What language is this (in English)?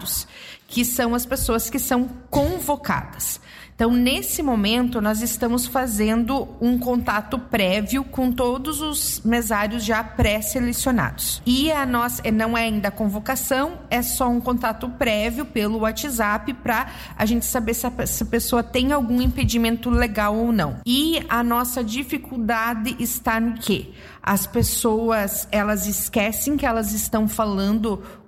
Portuguese